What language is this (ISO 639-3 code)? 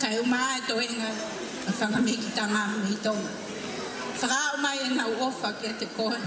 ton